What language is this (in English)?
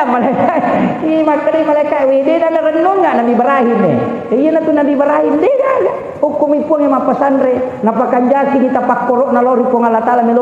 Buginese